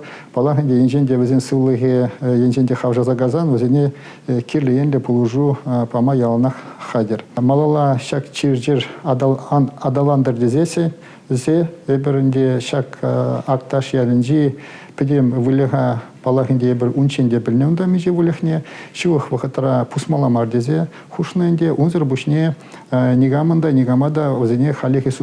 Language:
Chuvash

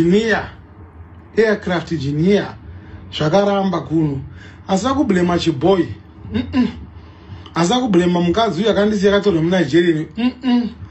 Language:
Shona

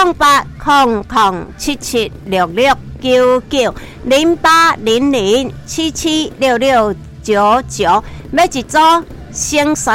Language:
Min Nan Chinese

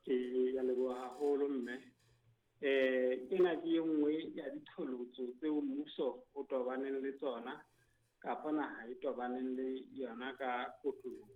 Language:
Southern Sotho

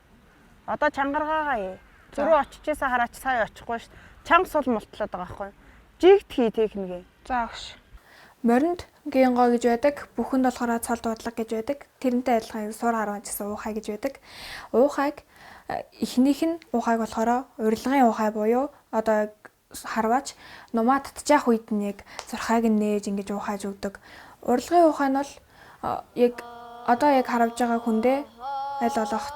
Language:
Mongolian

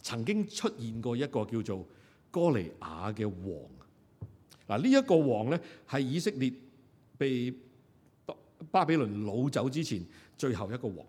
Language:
Cantonese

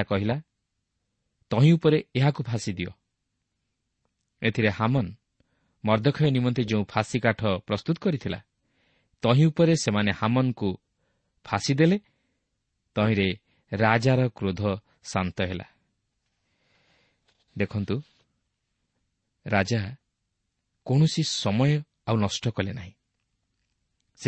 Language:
Odia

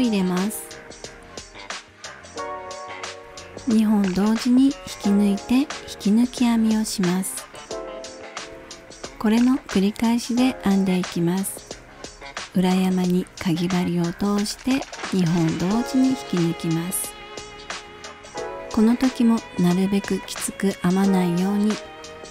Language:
Japanese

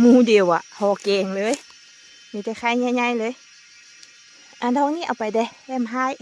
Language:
Lao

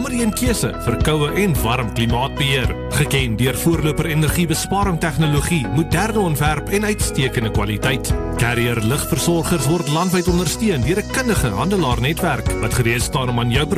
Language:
Afrikaans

